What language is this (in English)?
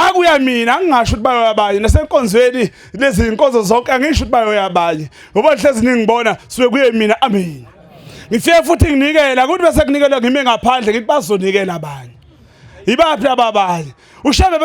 Zulu